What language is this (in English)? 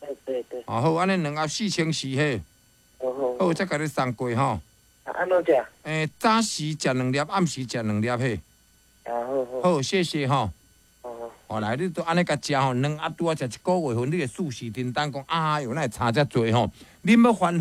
Min Nan Chinese